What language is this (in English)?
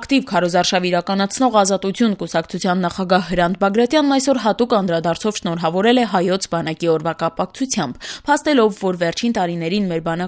Armenian